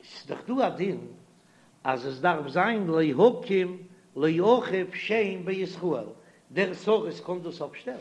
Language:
Yiddish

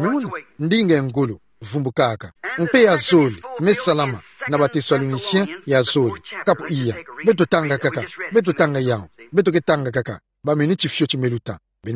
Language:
Kituba (Democratic Republic of Congo)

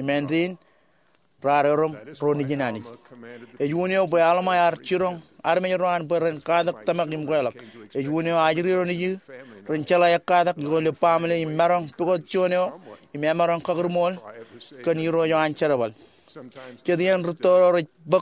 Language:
Marshallese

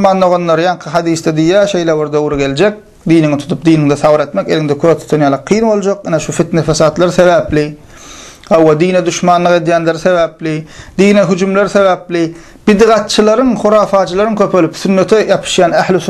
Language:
Turkmen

